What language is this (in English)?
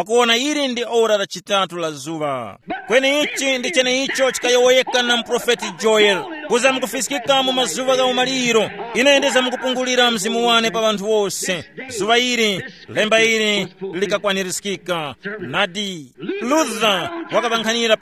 Tumbuka